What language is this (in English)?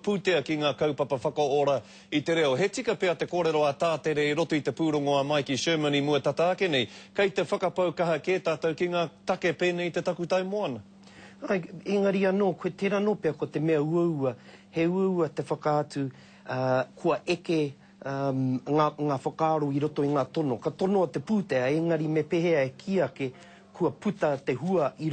Māori